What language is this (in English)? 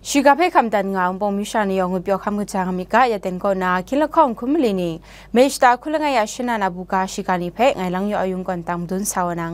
Kachin